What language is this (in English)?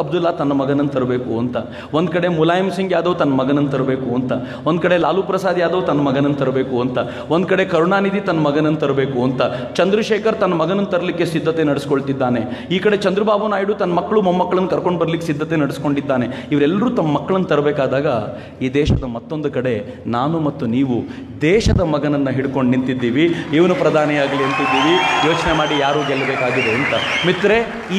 Kannada